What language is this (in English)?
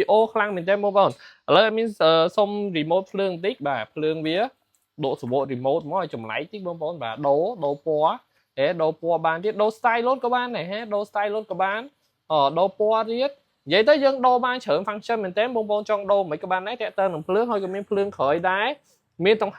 Khmer